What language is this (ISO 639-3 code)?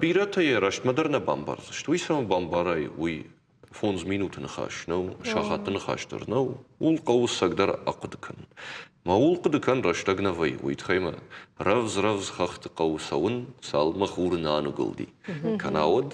oss